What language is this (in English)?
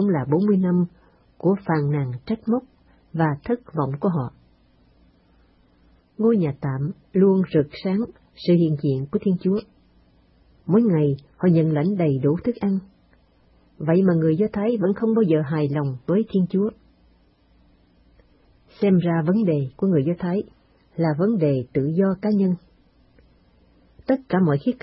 Vietnamese